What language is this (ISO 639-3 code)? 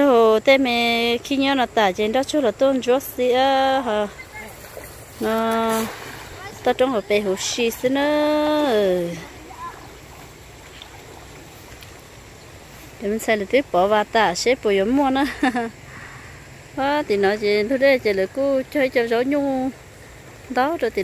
vie